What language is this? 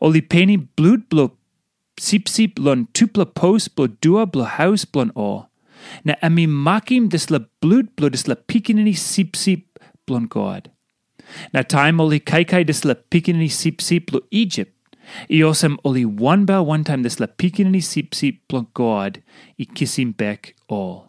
Tok Pisin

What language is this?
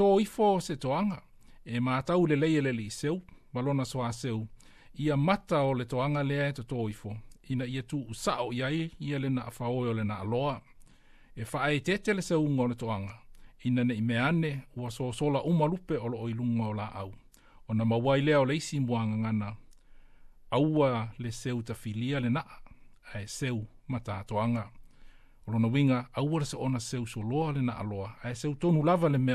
Samoan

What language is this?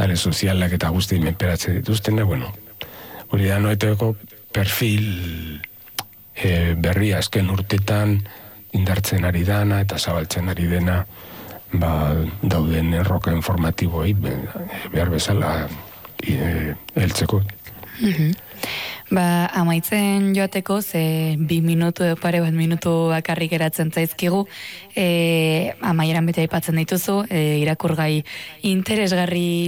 Basque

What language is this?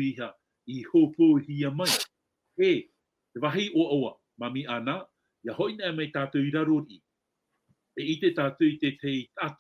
Tahitian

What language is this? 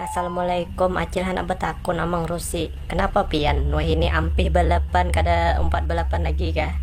Banjar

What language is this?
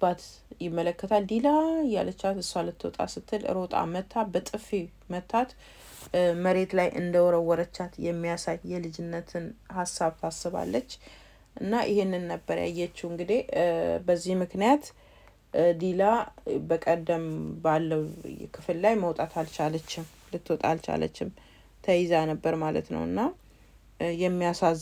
Amharic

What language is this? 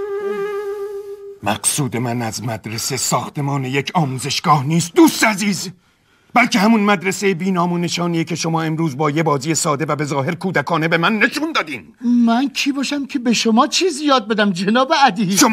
Persian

